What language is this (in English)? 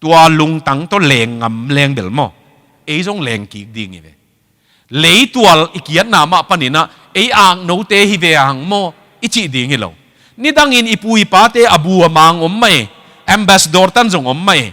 Tedim Chin